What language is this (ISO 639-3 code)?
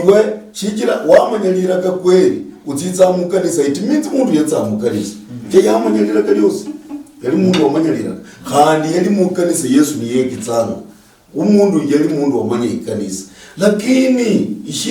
luy